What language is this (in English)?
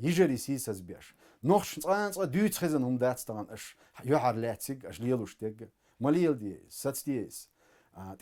Chechen